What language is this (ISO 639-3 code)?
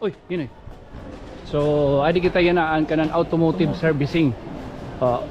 war